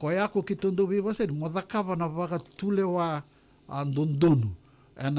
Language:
Fijian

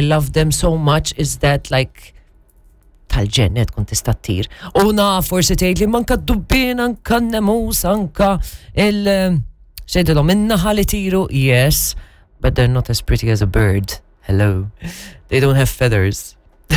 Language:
Maltese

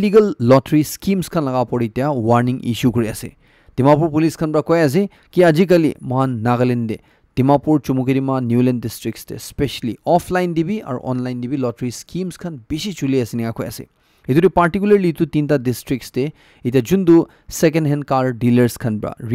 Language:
Naga Pidgin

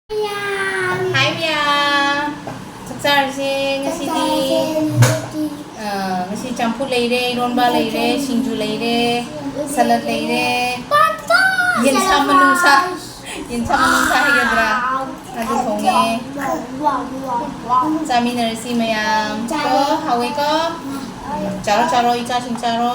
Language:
Manipuri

